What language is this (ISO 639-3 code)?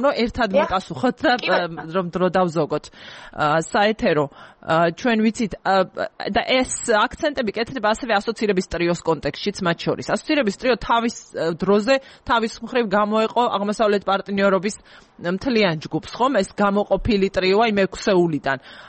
kat